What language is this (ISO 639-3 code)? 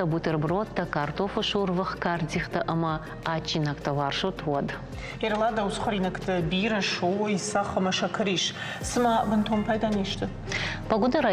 oss